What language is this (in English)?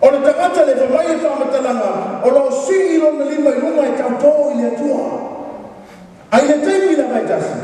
Samoan